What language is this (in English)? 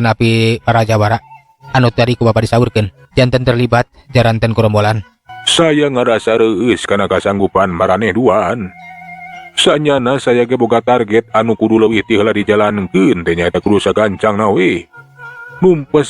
Sundanese